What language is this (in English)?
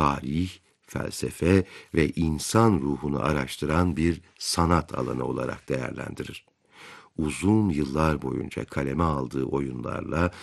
Turkish